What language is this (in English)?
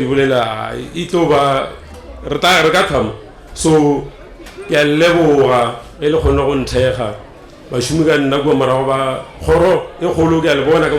Northern Sotho